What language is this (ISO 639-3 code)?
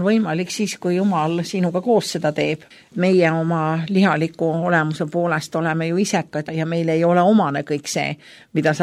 est